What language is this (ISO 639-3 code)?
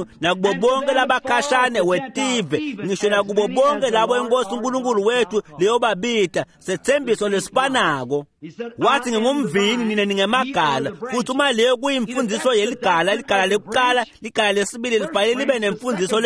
ssw